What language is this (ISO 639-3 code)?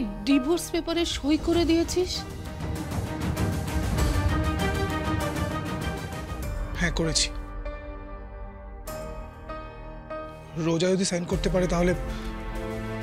ben